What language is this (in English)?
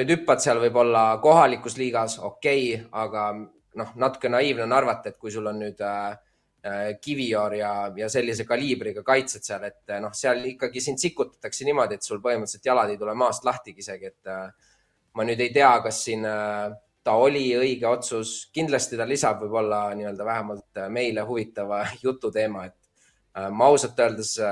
Estonian